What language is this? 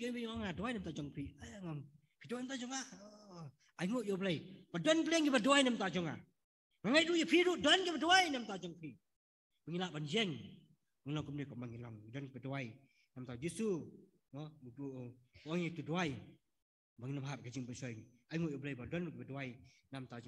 Khasi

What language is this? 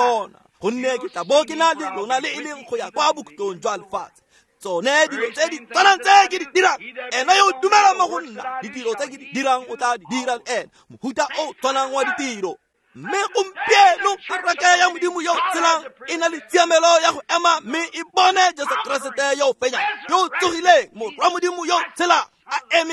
Tswana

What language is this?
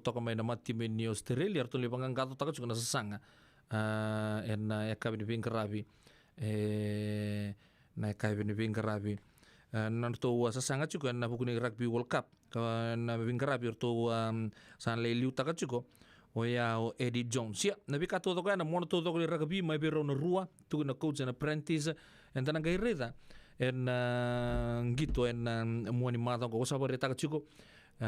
Fijian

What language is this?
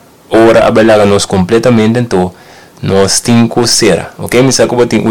Papiamento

